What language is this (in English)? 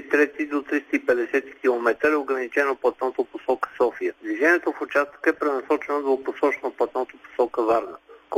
Bulgarian